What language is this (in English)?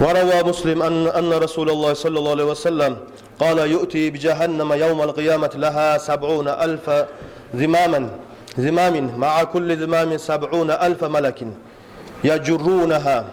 Kumyk